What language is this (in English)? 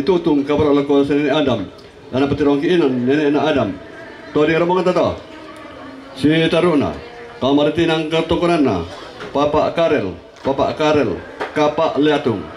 Toraja-Sa'dan